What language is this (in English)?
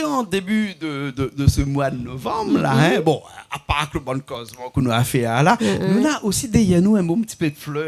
Réunion Creole French